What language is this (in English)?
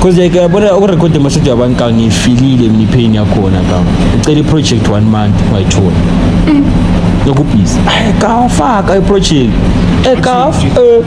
Zulu